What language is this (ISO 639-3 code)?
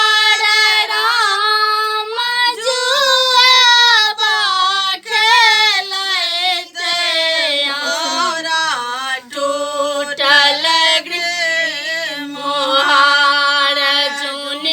mai